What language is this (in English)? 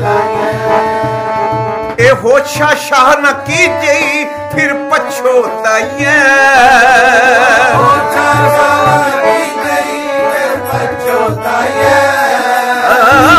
Punjabi